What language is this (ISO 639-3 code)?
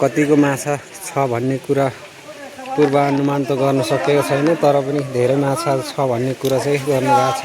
nep